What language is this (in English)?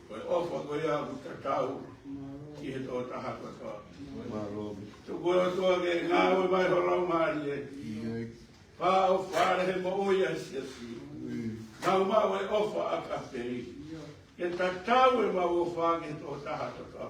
Tongan